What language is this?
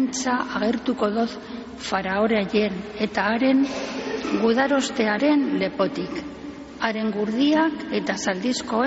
Basque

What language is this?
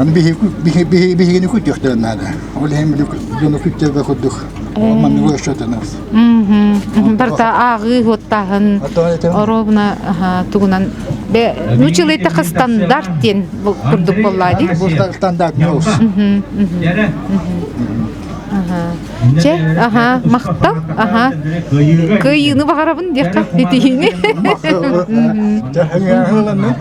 Yakut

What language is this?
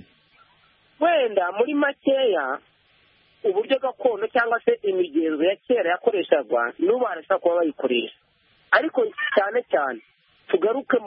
Kinyarwanda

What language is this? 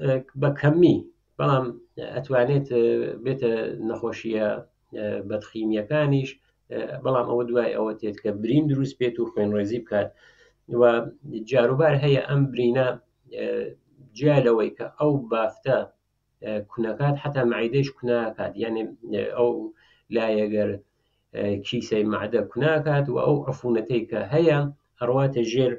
Central Kurdish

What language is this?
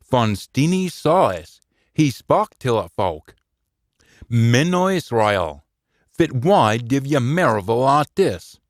Scots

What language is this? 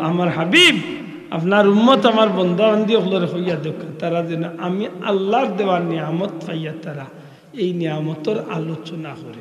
Sylheti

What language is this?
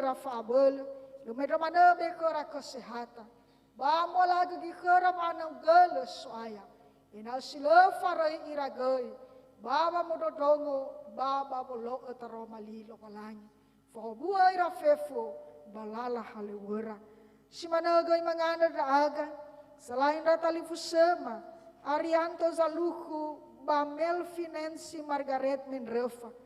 Nias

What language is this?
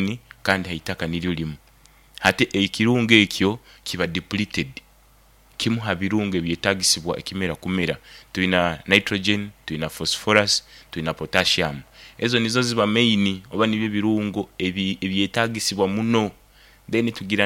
Nyoro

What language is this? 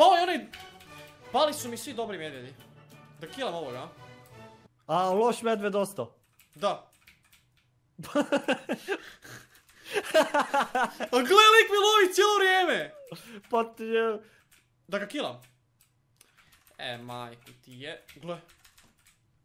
Croatian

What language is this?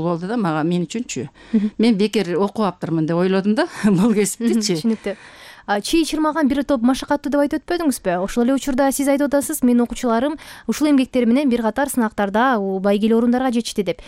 Kyrgyz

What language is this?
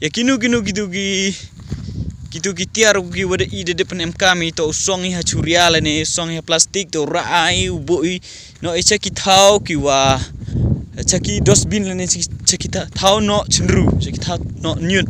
Pnar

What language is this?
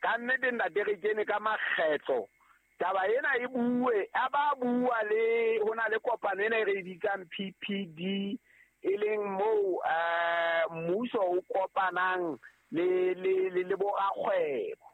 Southern Sotho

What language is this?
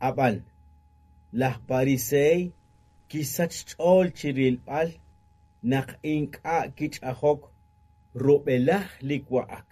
Kekchí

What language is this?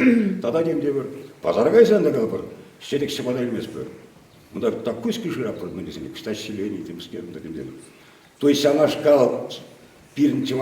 Chuvash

